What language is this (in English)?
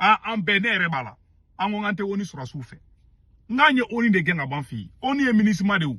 Bambara